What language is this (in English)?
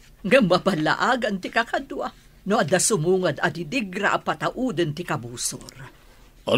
Iloko